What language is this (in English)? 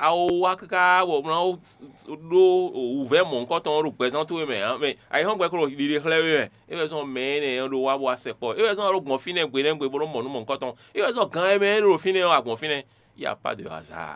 Fon